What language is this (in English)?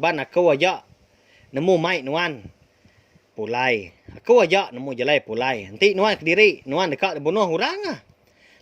Iban